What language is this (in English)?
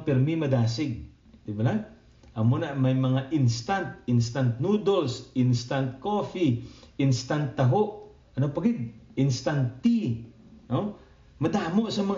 Hiligaynon